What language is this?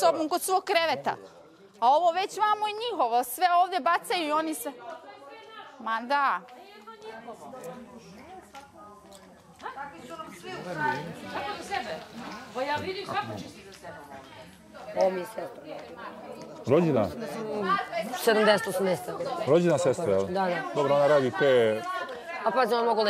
Serbian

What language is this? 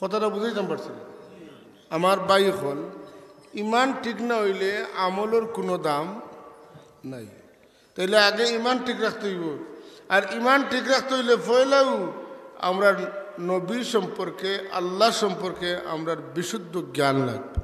Sylheti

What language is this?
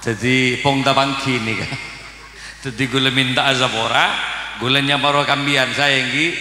Madurese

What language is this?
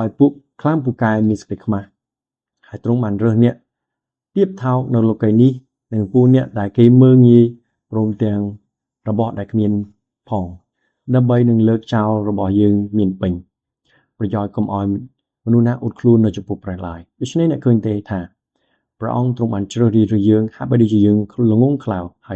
Khmer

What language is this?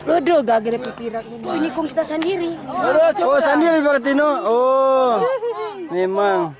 Manado Malay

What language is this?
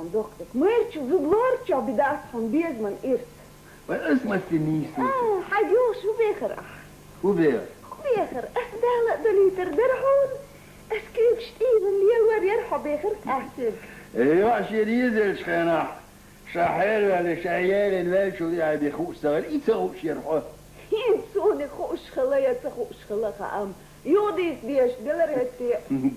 Chechen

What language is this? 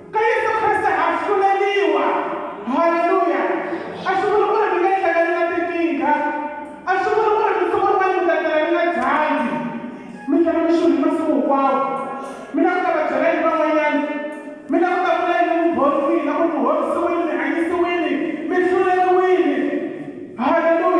Tsonga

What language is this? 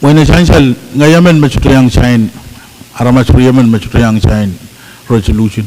Pohnpeian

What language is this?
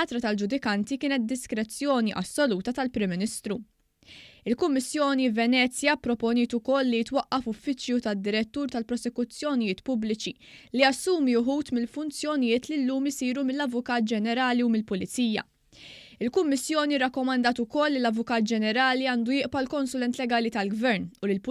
Maltese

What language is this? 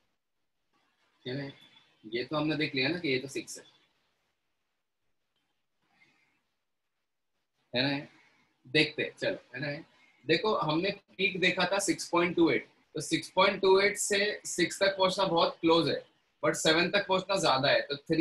Hindi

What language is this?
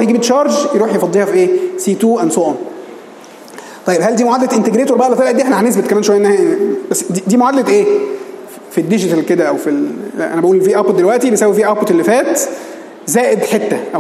Egyptian Arabic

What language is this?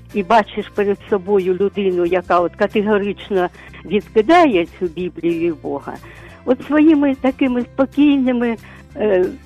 Ukrainian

